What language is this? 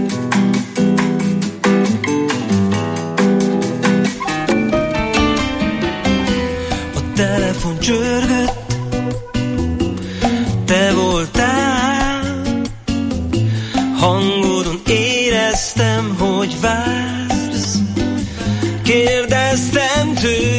Hungarian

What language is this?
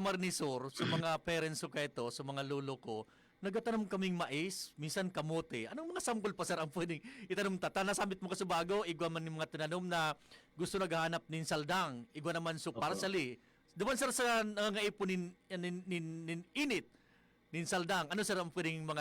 Bikol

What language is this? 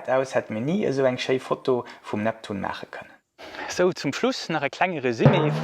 Luxembourgish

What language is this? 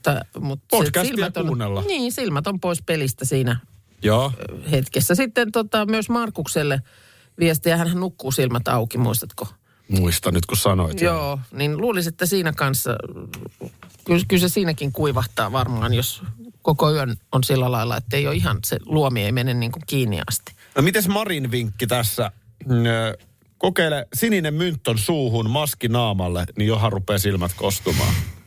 Finnish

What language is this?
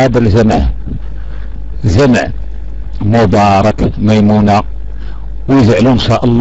Moroccan Arabic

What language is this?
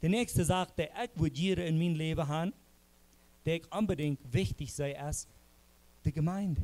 Plautdietsch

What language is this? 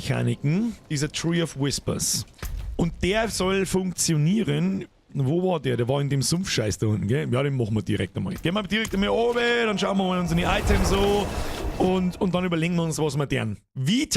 Bavarian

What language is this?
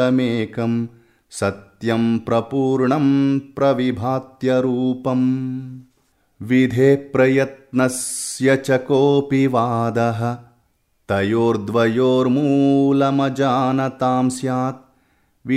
Sanskrit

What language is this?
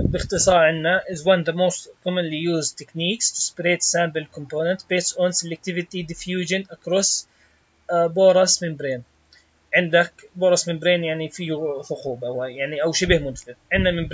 Arabic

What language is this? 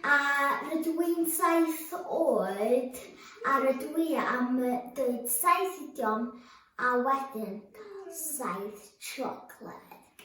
Welsh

